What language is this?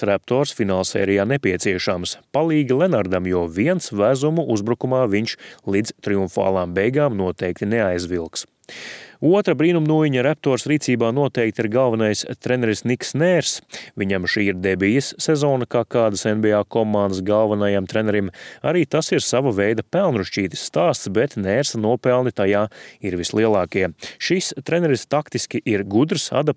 Latvian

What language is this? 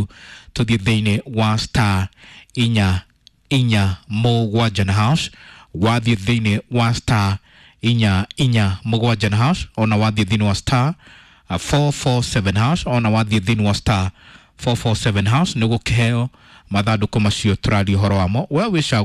Kikuyu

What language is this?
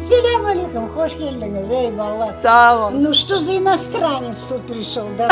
Crimean Tatar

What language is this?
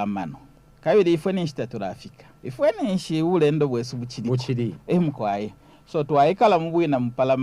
Bemba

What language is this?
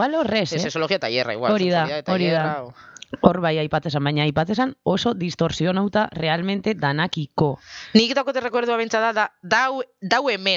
Basque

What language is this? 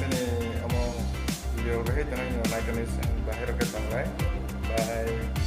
Kok Borok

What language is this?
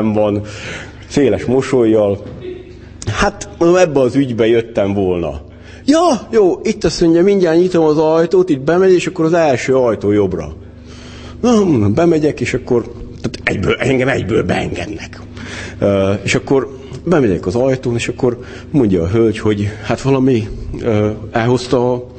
Hungarian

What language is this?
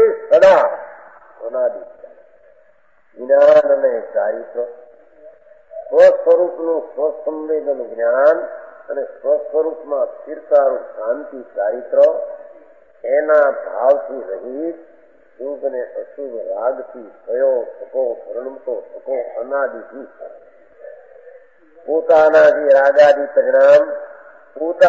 Gujarati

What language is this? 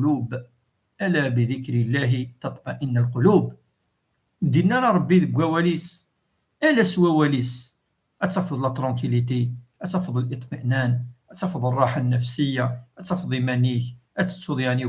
Kabyle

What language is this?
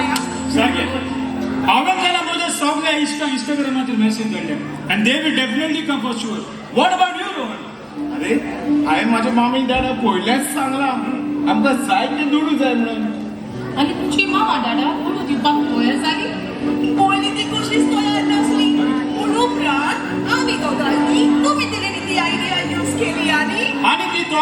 Konkani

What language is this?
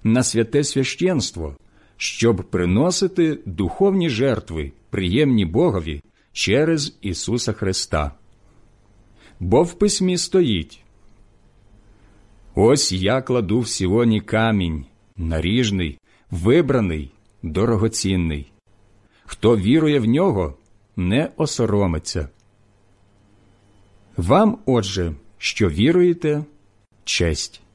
Ukrainian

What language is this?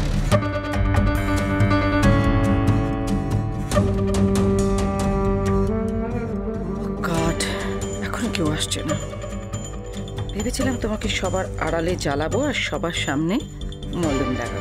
Bangla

